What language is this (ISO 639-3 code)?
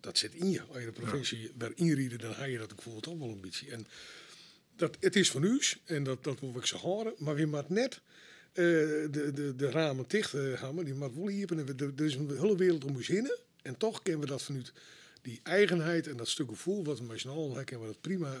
fry